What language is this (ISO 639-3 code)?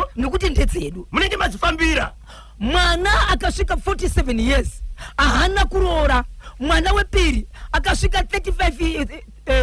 sna